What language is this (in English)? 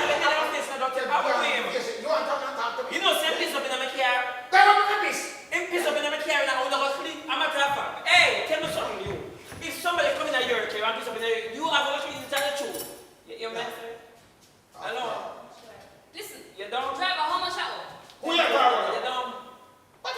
Jamaican Creole English